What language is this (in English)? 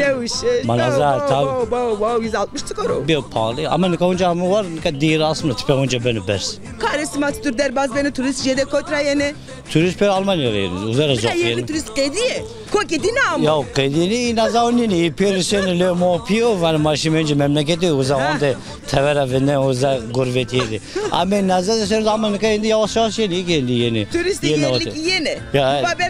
Zaza